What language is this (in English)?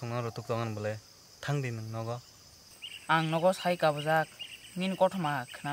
Kok Borok